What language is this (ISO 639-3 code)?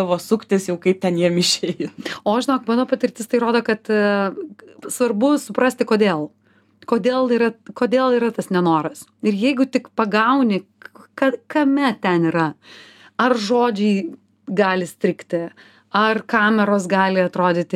lit